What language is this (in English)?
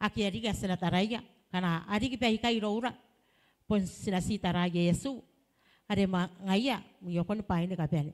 Gilbertese